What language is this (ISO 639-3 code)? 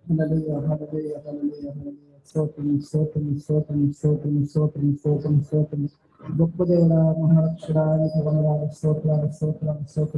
tel